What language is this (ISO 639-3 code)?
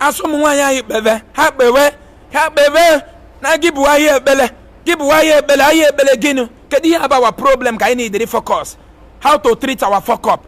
ibo